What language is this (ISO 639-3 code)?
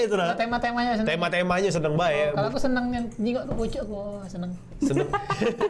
mui